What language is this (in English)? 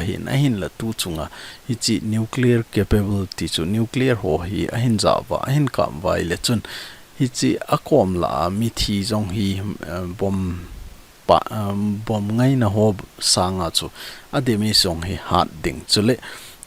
Thado Chin